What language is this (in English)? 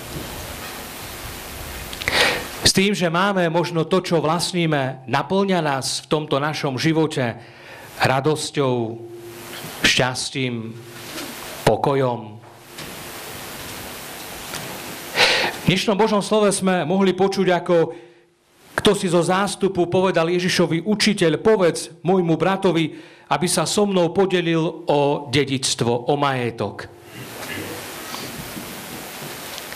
Slovak